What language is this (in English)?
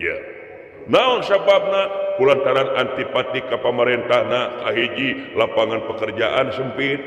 Sundanese